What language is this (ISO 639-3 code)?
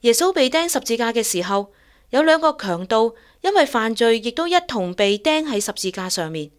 yue